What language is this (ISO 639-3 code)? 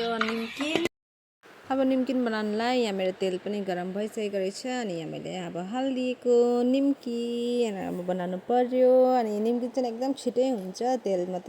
nep